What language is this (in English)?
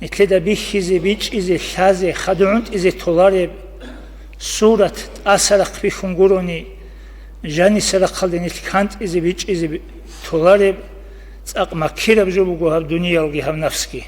Avaric